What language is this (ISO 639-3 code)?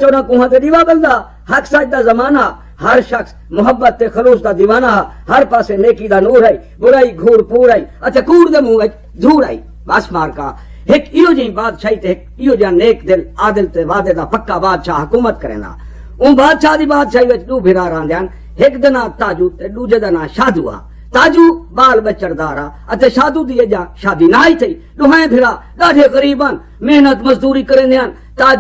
skr